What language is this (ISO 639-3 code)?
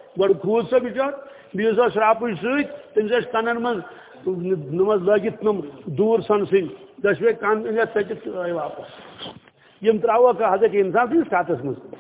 kas